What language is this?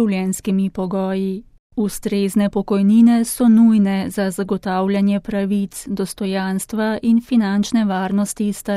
Slovenian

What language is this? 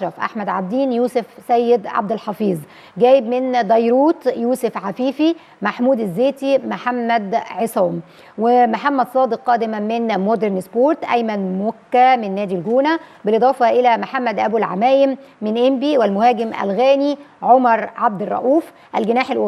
Egyptian Arabic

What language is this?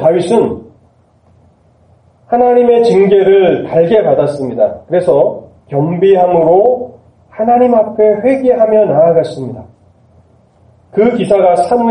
Korean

